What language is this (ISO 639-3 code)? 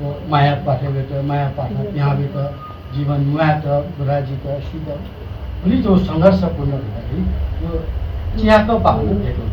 new